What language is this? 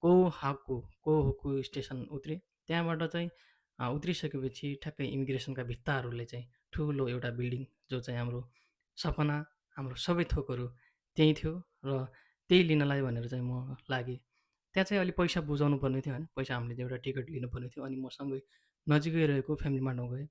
Nepali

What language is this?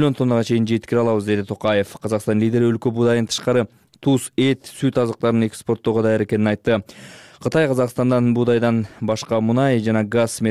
Kyrgyz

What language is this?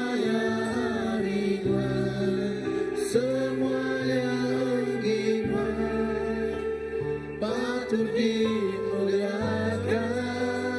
Iban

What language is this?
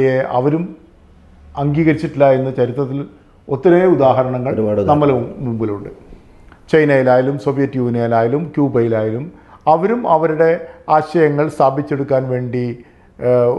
Malayalam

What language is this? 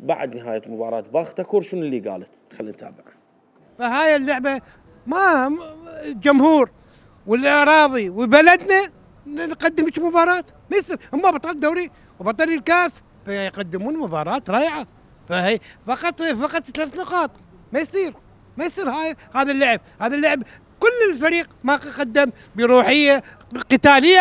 Mesopotamian Arabic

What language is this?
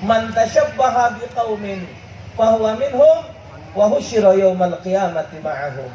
Musi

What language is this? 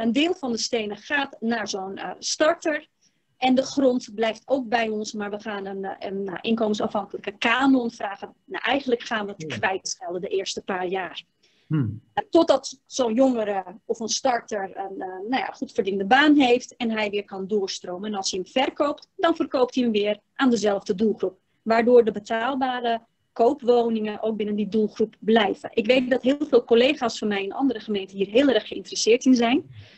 Dutch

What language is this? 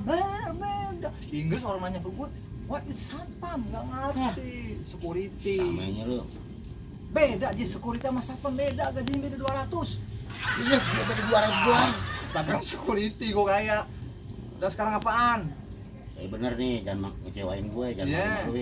Betawi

